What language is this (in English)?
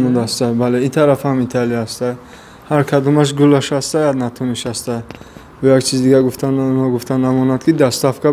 Tajik